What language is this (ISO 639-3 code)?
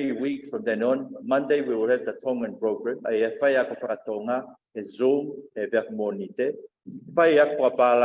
ton